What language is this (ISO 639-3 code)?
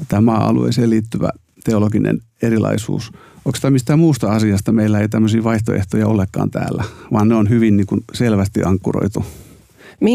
fin